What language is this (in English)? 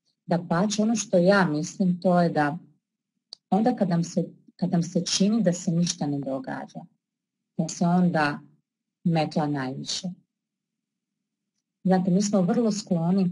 Croatian